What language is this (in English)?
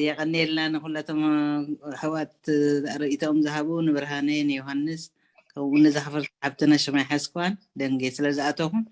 Tigrinya